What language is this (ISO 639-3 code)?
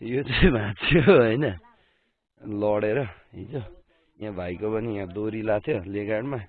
nep